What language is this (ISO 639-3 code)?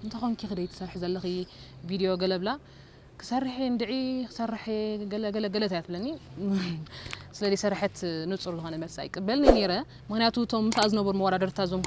tir